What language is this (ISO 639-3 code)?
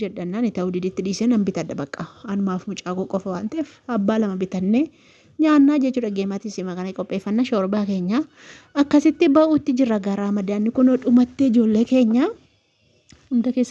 orm